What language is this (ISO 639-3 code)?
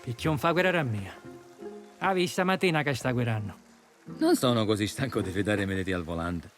scn